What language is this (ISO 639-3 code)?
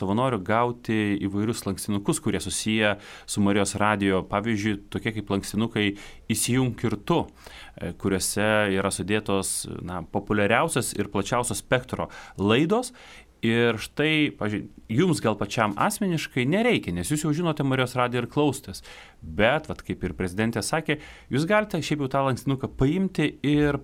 lit